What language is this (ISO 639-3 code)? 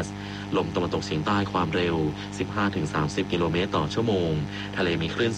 tha